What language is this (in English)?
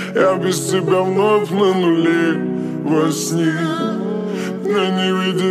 Russian